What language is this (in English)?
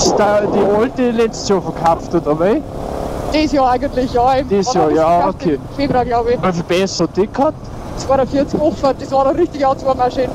Bavarian